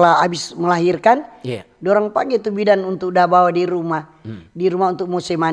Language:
Manado Malay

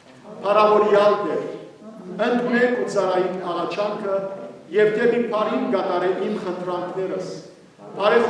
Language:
Western Armenian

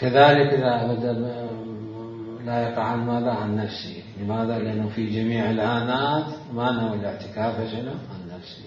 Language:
Mesopotamian Arabic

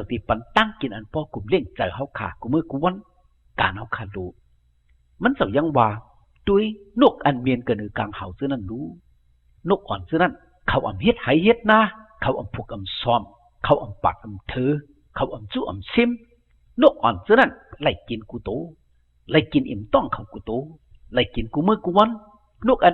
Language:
Shan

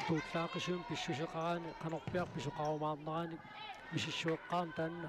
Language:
Kalaallisut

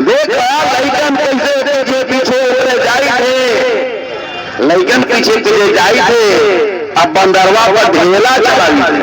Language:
Magahi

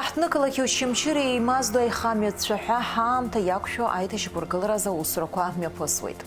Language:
Abkhazian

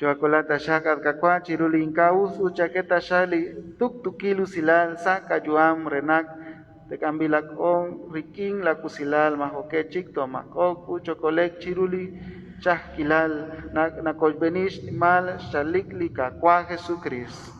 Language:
Kekchí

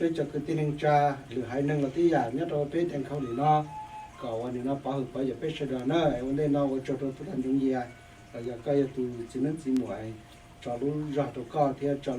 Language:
Hmong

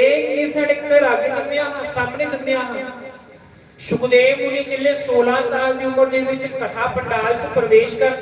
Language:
Dogri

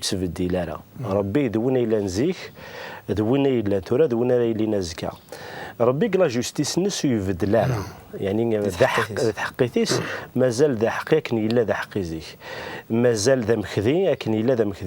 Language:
Kabyle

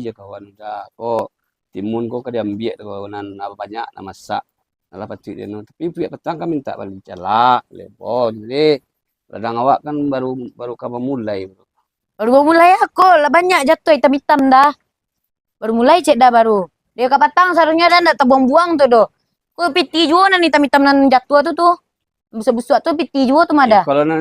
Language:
Minangkabau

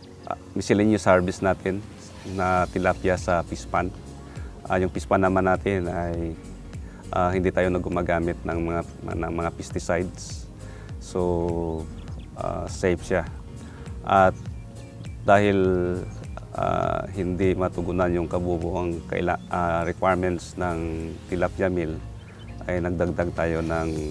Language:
Filipino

